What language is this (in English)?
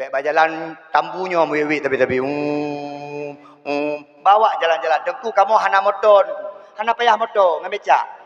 Achinese